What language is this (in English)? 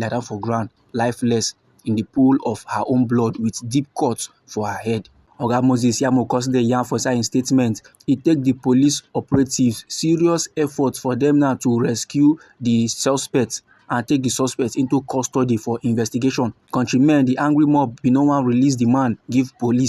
Nigerian Pidgin